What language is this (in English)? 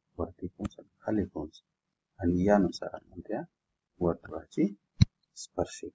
Marathi